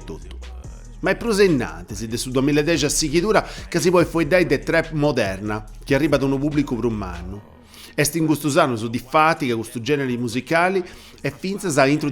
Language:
Sardinian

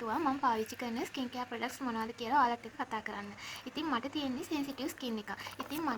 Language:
Sinhala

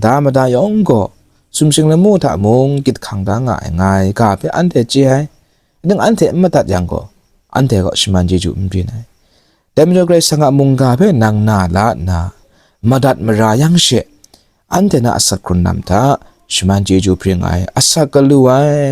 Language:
Kachin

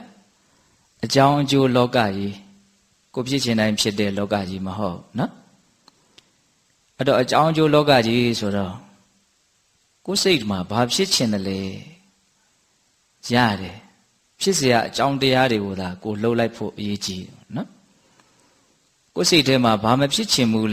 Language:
Burmese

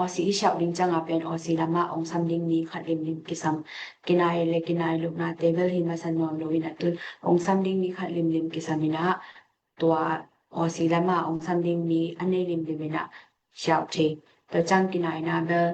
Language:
Tedim Chin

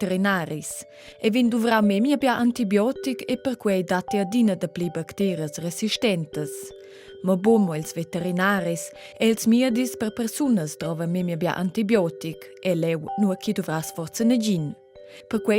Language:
Romansh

